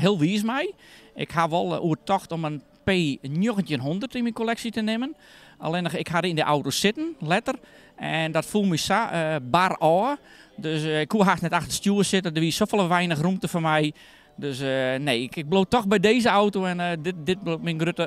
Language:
Western Frisian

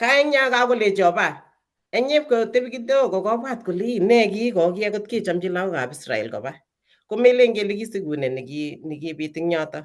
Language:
Kalenjin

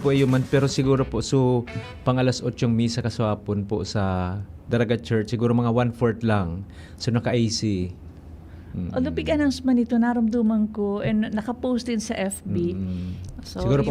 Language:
Bikol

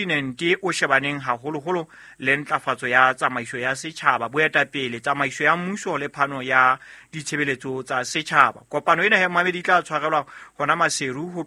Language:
Southern Sotho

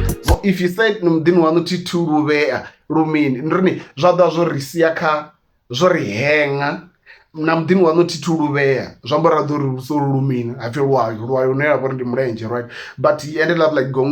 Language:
Venda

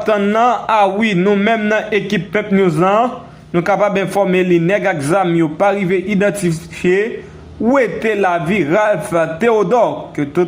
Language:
Haitian Creole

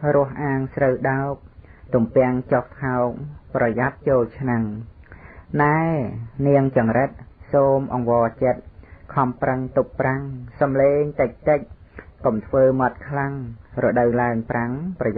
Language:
Khmer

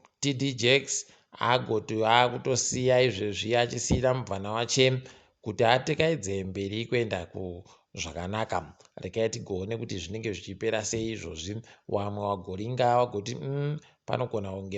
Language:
Ndau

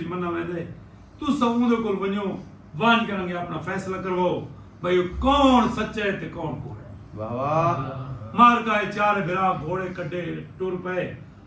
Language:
Saraiki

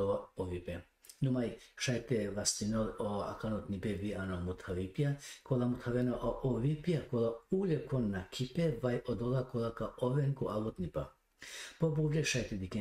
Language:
Balkan Romani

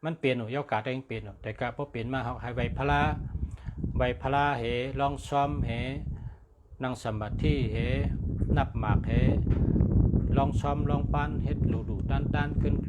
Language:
Shan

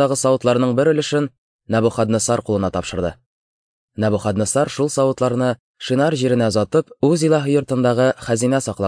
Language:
Tatar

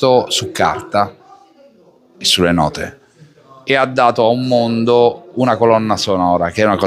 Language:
Italian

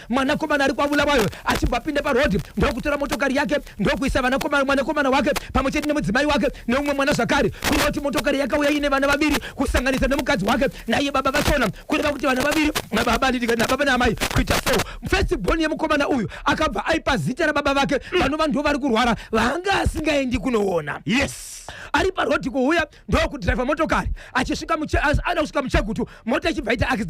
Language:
Shona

